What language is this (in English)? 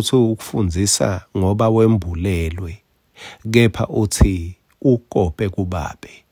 Swati